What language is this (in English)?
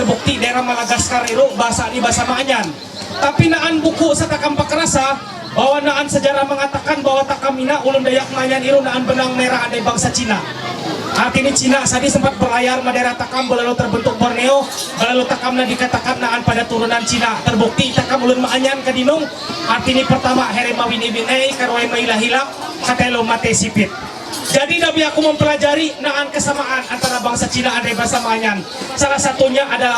Ma'anyan